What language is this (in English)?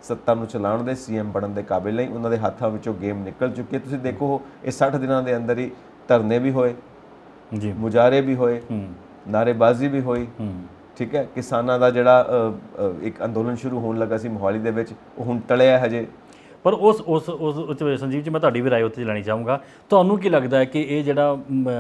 Punjabi